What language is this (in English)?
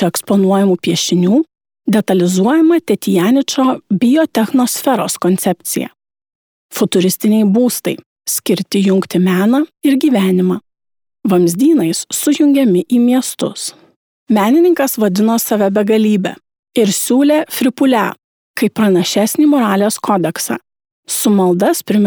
Lithuanian